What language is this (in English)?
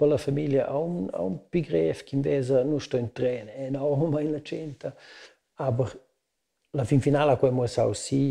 Romansh